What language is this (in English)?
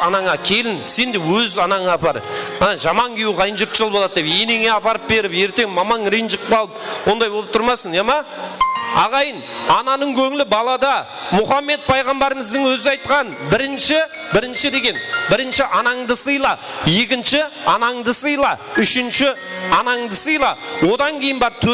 Kara-Kalpak